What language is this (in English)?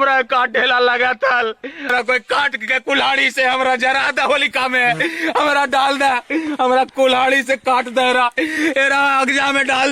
Magahi